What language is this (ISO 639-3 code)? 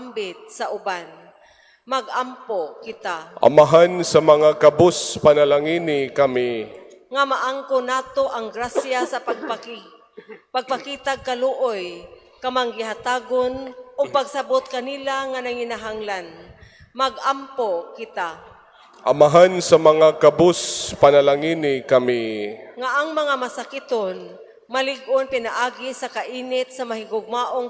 ceb